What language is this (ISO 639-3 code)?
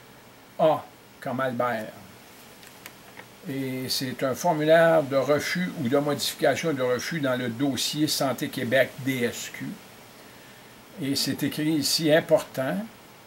fra